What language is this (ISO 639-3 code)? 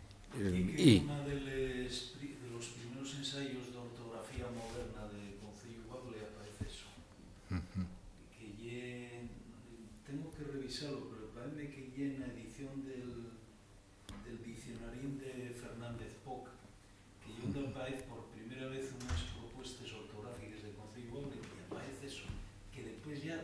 ast